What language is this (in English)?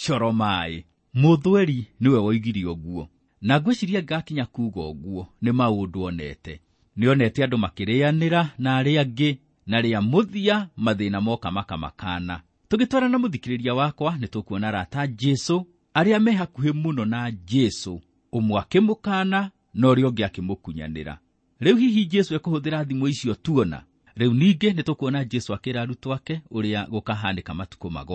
Kikuyu